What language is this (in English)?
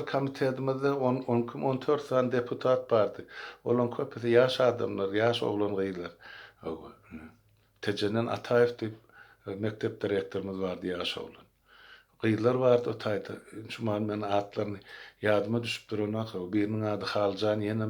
Turkmen